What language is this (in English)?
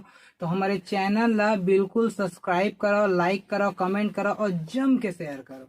Chhattisgarhi